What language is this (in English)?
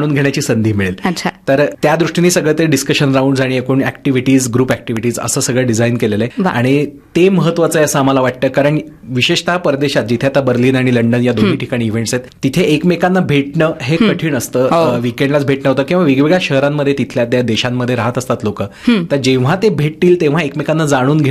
Marathi